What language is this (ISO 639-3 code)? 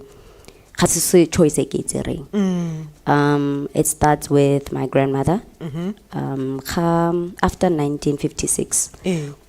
tsn